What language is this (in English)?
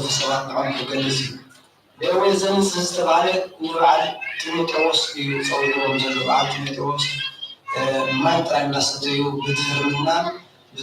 Tigrinya